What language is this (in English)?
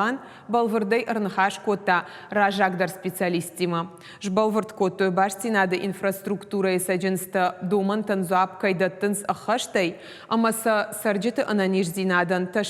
Ossetic